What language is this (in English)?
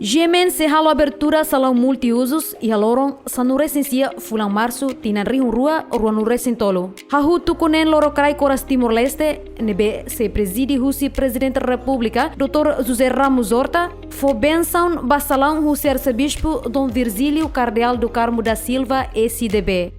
Tetum